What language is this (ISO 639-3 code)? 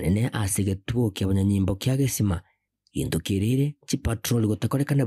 guz